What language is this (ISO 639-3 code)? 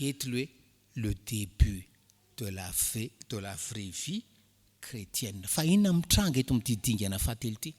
mlg